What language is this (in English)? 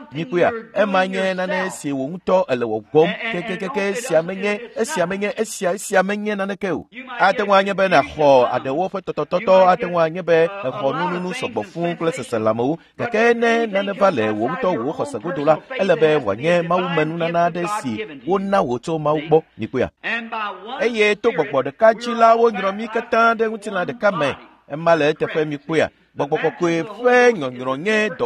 Ewe